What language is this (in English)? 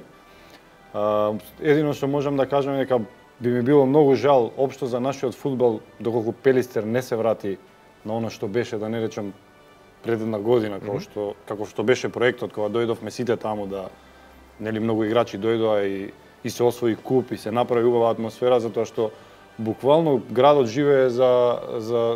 Macedonian